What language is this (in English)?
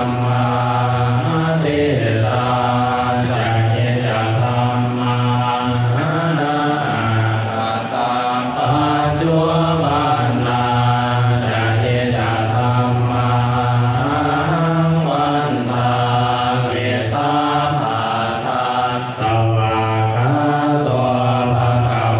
Pali